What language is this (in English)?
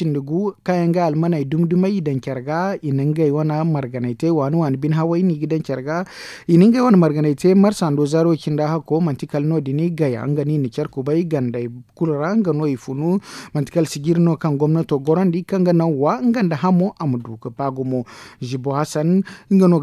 Zarma